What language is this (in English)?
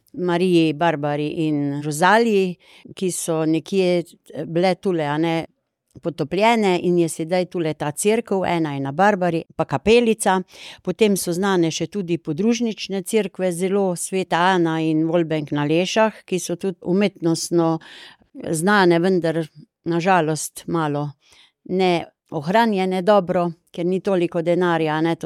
Slovenian